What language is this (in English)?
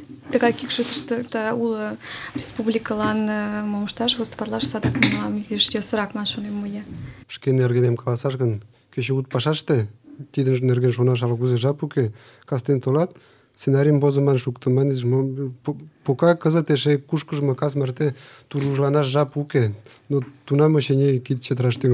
Mari